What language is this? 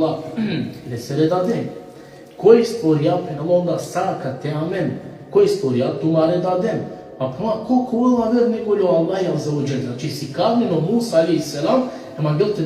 Balkan Romani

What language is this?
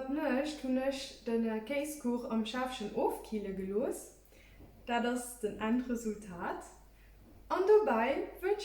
Luxembourgish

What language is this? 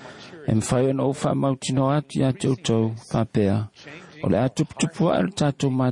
Samoan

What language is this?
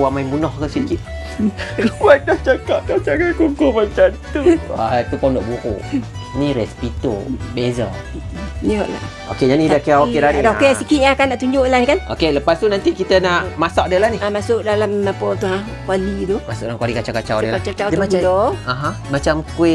Malay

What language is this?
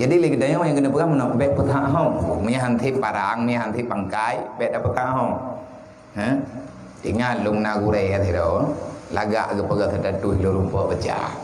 Achinese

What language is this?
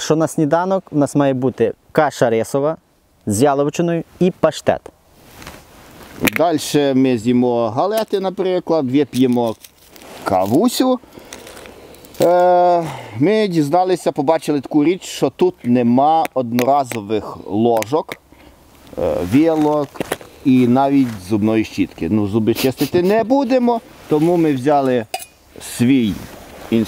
Ukrainian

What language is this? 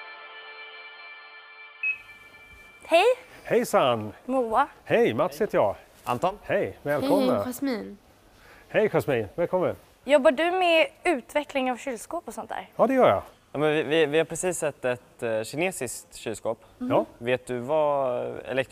Swedish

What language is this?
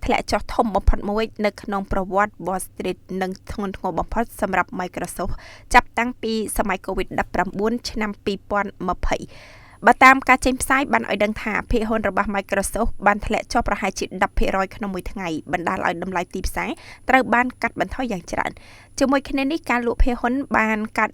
Khmer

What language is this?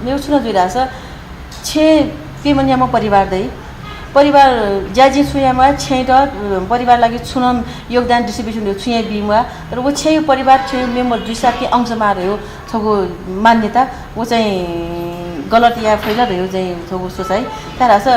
Newari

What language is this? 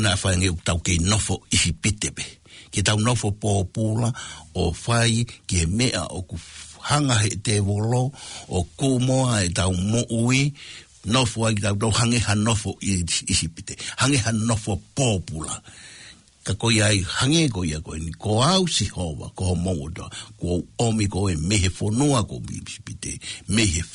Tongan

